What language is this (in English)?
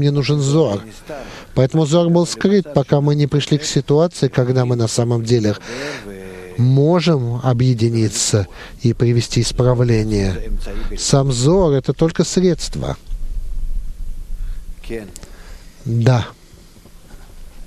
Russian